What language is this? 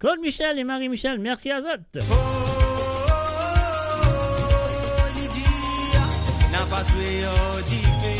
Morisyen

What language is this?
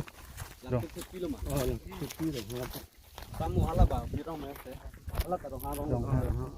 Karbi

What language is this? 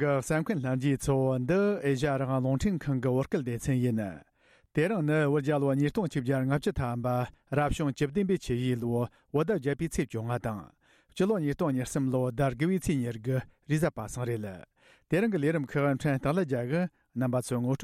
Tibetan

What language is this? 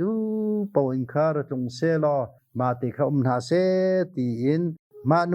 Hakha Chin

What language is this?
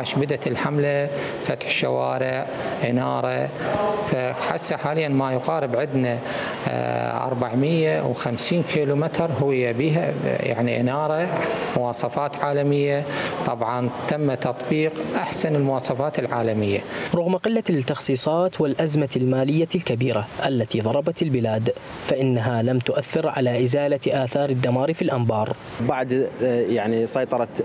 Mesopotamian Arabic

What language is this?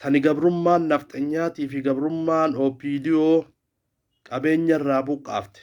Oromo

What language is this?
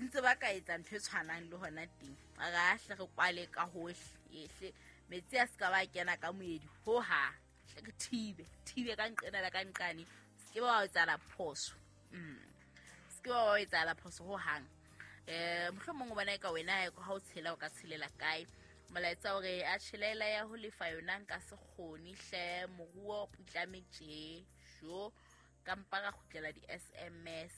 Southern Sotho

